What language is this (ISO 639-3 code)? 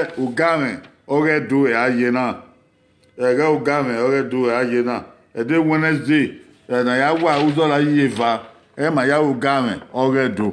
bin